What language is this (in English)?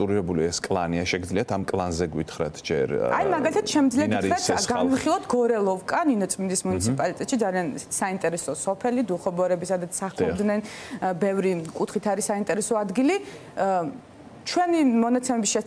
Georgian